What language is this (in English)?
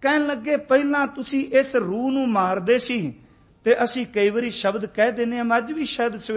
Punjabi